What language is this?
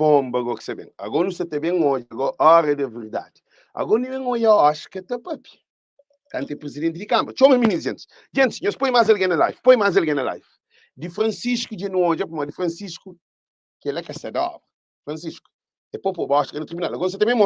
Kabuverdianu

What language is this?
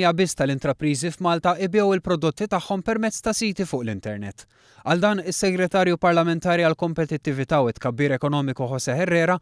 Maltese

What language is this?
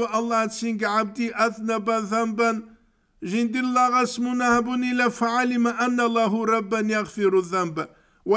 Avaric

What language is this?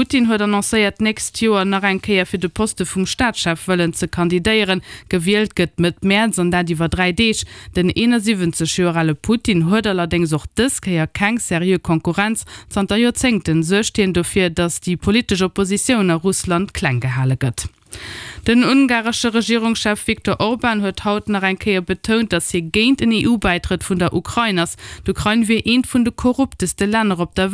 Luxembourgish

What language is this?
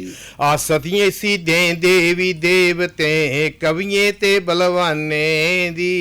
Dogri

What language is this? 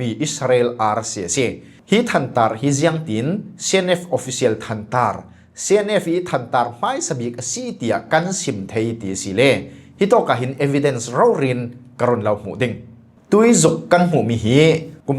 Falam Chin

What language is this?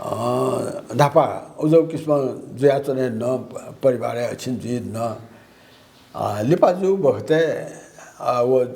Newari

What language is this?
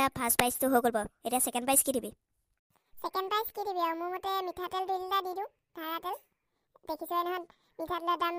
Assamese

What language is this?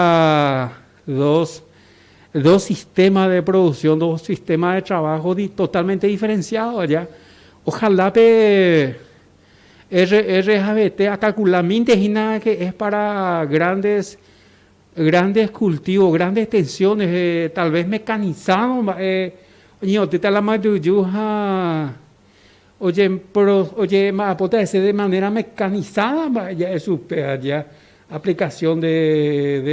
Guarani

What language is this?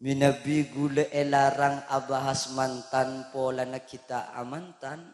Madurese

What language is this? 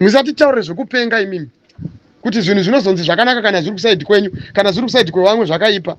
Shona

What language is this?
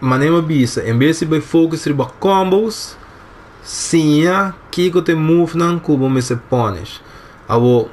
Papiamento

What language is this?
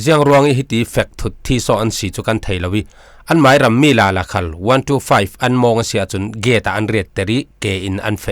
Falam Chin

